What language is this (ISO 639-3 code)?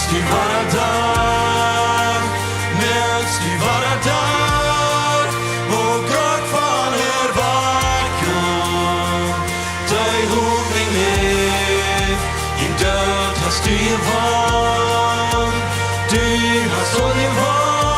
pdt